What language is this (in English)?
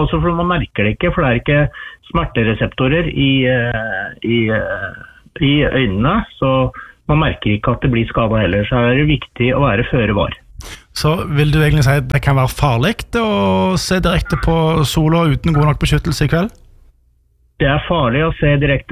Norwegian